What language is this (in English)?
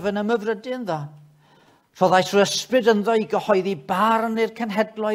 Welsh